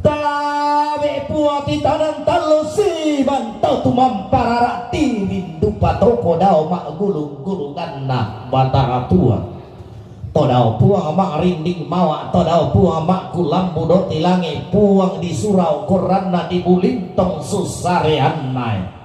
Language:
Toraja-Sa'dan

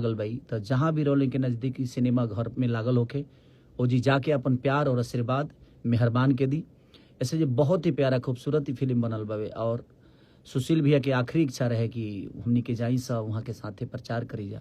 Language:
Bhojpuri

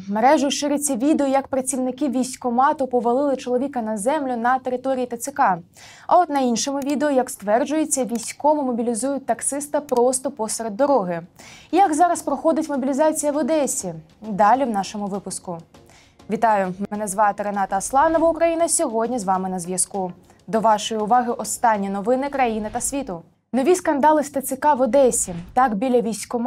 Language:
Ukrainian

